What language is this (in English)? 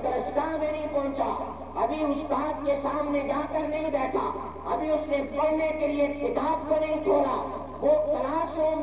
Urdu